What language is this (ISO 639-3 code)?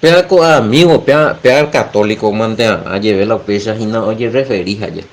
grn